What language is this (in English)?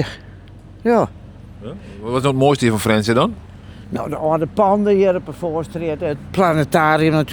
Western Frisian